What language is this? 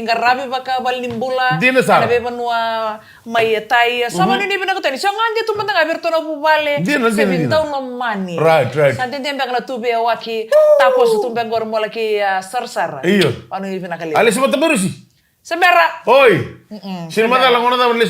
Fijian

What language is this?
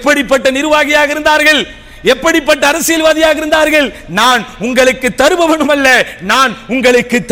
Tamil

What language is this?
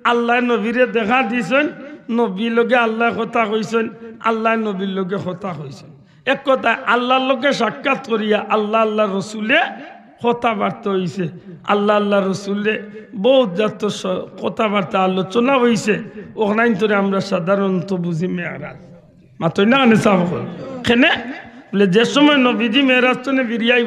Sylheti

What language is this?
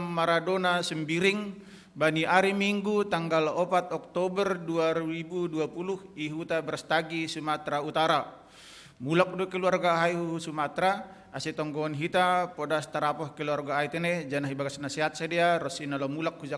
Batak Simalungun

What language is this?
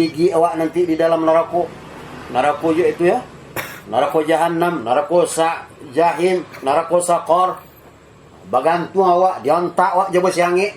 Minangkabau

